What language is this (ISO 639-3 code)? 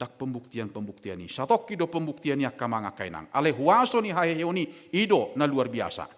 bbc